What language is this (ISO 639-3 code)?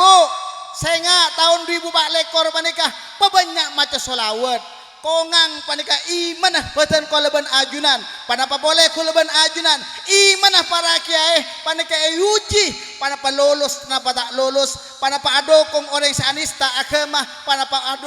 mad